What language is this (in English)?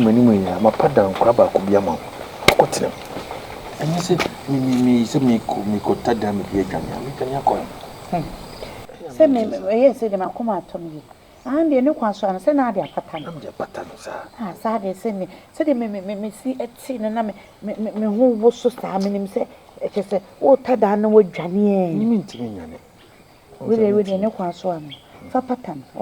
Akan